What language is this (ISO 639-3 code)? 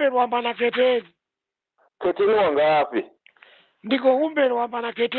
ven